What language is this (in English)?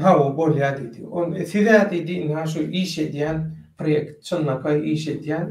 Turkmen